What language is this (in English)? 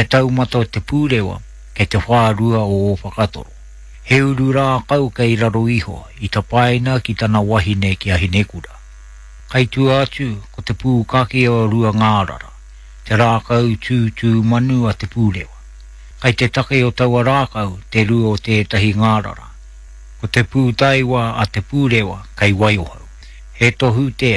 Māori